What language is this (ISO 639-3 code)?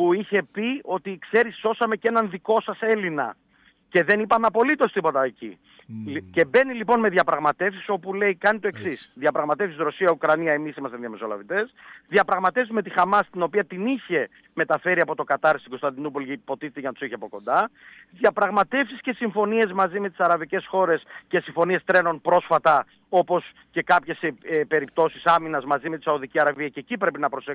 ell